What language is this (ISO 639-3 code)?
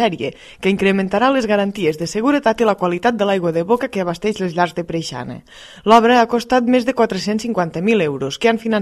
cat